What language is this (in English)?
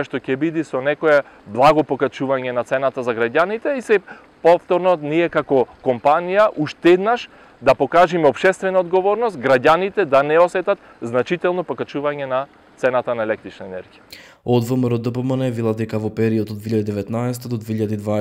Macedonian